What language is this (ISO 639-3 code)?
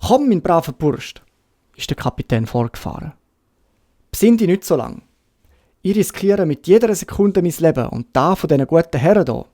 gsw